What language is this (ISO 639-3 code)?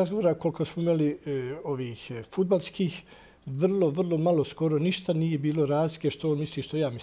bos